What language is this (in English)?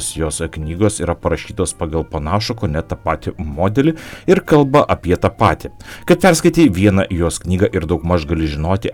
Lithuanian